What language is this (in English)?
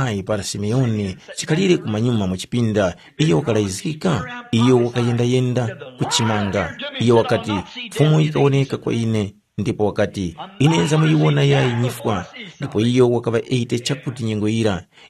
Tumbuka